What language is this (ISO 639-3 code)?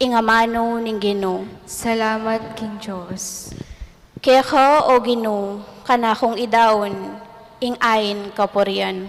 pam